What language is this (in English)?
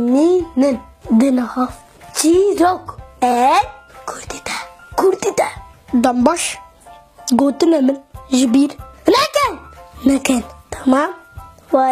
Kurdish